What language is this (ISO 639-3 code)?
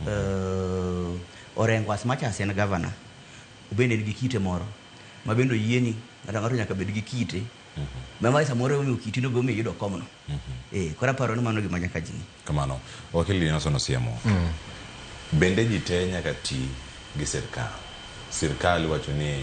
luo